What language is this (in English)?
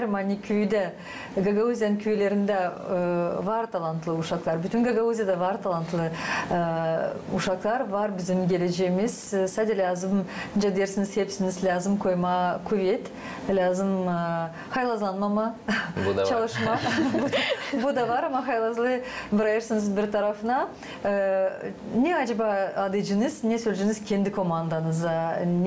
Gagauz